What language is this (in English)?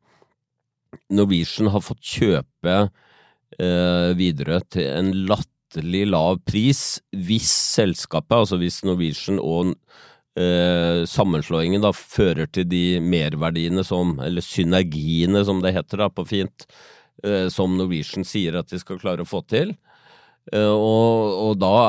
Norwegian